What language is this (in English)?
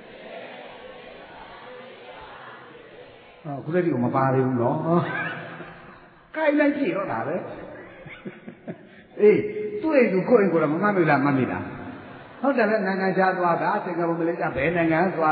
Burmese